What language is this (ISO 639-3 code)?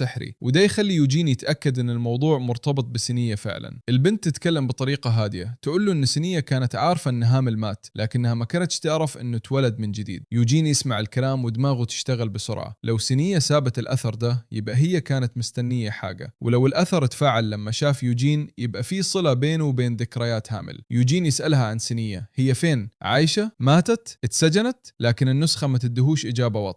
arz